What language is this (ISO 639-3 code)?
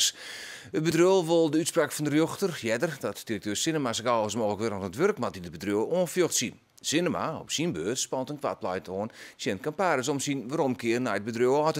fry